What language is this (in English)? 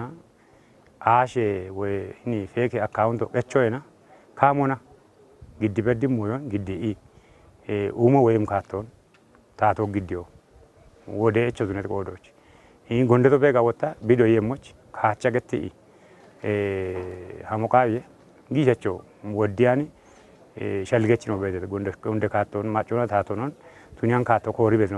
Kafa